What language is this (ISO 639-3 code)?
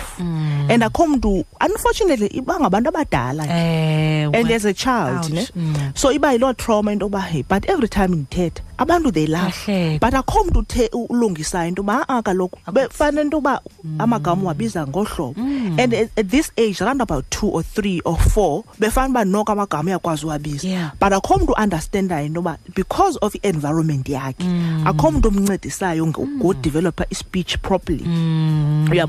xho